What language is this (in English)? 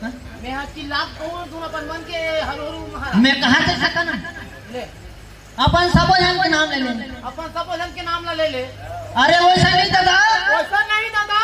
Chhattisgarhi